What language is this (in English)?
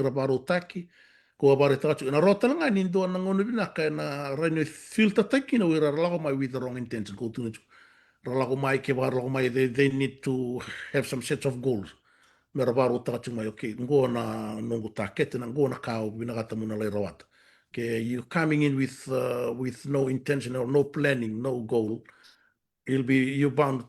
Fijian